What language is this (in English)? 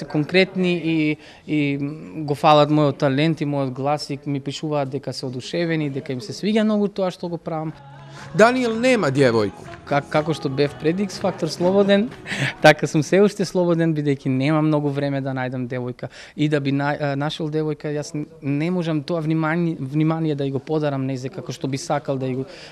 Macedonian